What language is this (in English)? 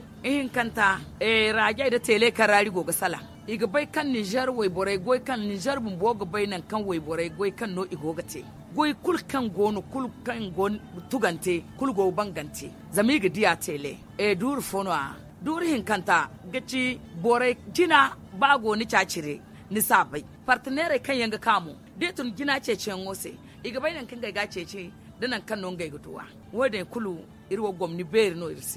Zarma